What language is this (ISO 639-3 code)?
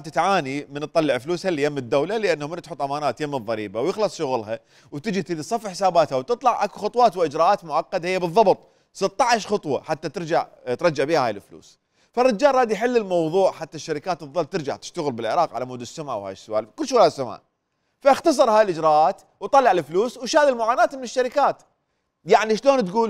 acm